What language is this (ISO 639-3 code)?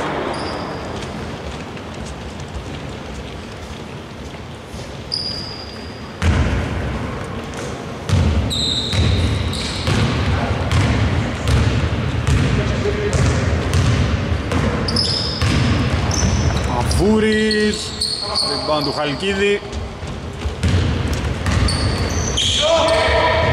ell